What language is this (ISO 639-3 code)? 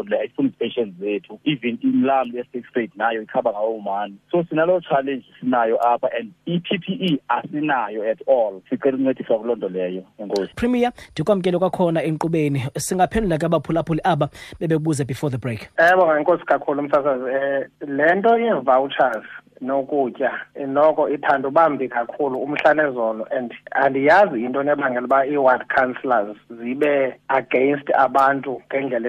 xho